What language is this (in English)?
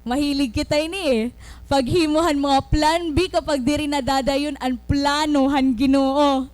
Waray